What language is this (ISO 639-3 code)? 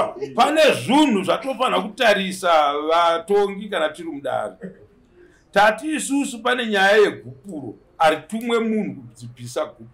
sna